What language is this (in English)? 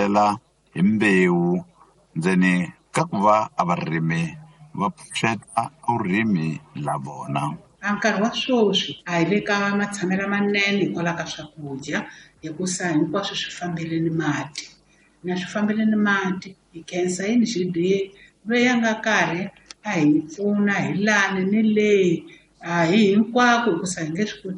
Tsonga